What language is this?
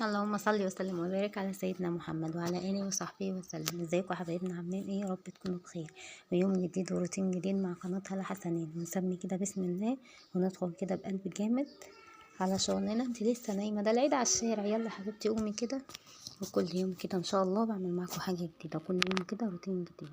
Egyptian Arabic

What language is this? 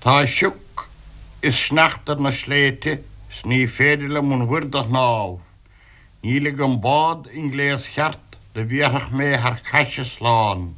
Irish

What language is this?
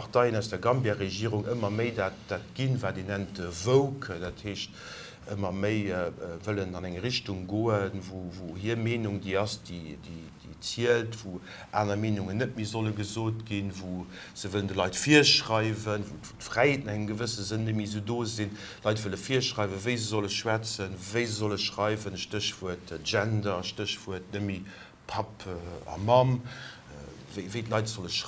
Luxembourgish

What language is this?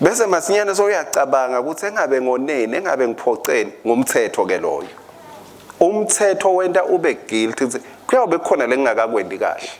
Swati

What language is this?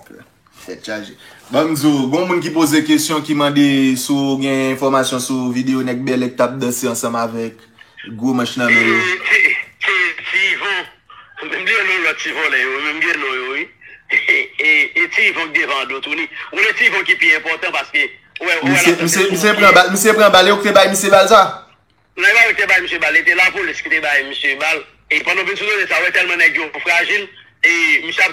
Haitian Creole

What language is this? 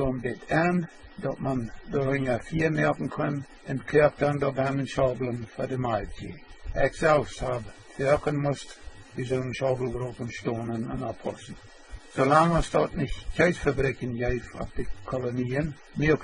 Plautdietsch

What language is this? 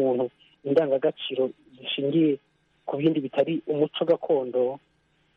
Kinyarwanda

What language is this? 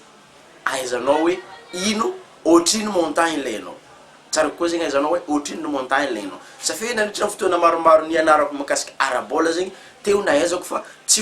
Malagasy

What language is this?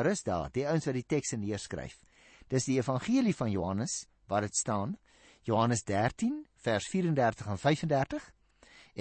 Afrikaans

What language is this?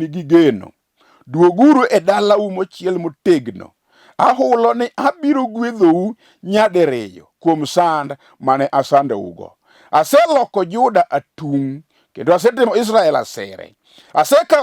Luo (Kenya and Tanzania)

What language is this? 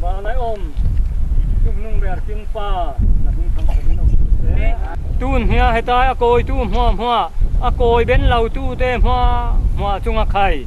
Falam Chin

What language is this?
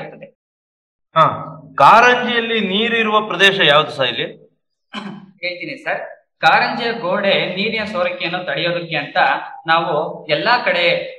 Kannada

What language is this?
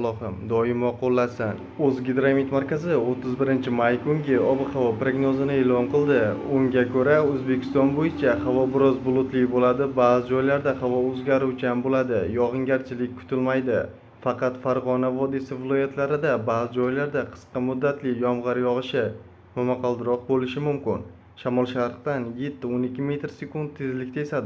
Uzbek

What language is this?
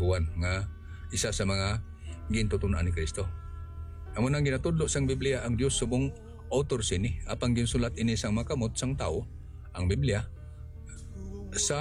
Hiligaynon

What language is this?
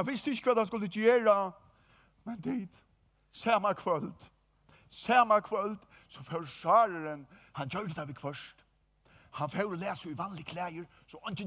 Faroese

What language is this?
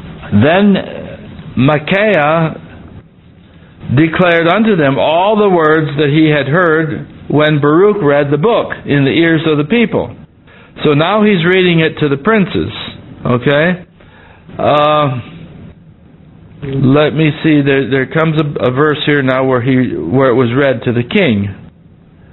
English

